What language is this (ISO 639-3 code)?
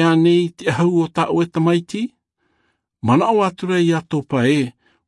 tah